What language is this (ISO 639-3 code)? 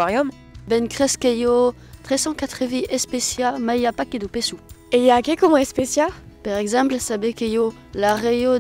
oci